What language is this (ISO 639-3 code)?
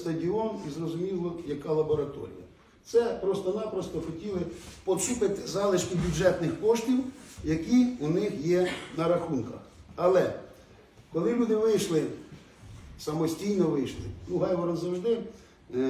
ukr